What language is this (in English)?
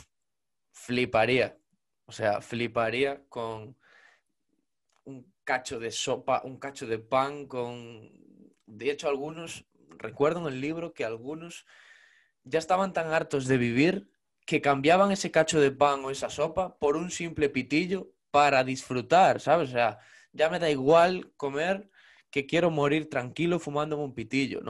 Spanish